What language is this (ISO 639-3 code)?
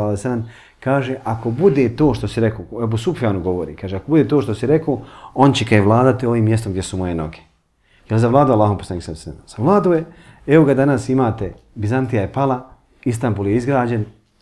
bos